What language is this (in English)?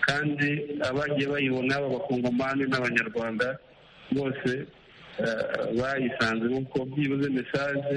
Kinyarwanda